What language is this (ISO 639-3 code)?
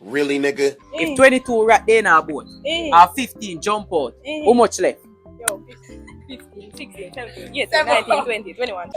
jam